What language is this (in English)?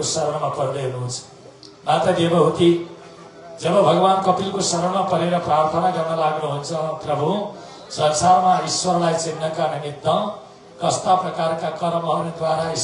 Nepali